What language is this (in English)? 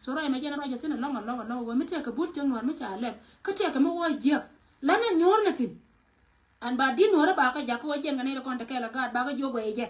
Nuer